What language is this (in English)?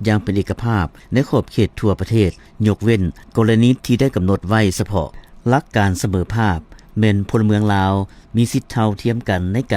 Lao